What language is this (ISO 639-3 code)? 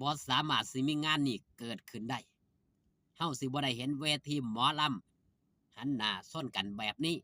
tts